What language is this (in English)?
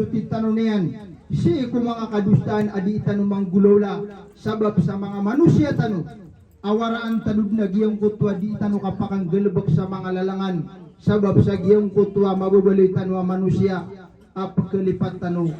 Maranao